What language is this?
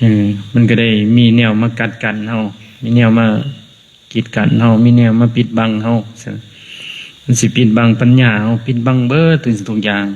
Lao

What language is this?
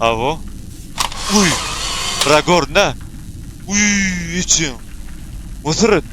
Turkmen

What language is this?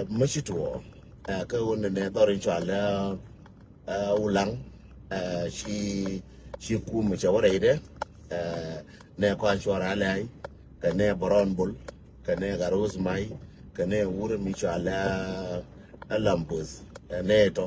Nuer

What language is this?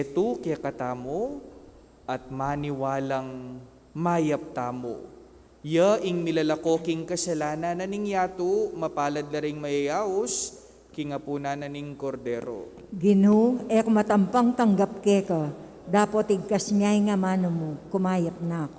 Pampanga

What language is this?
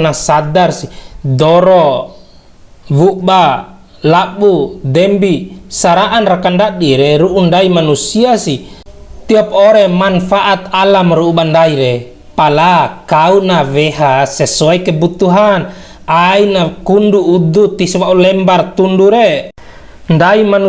Bima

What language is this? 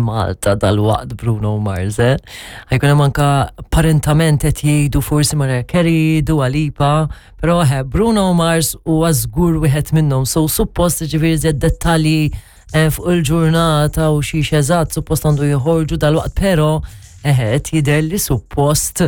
Maltese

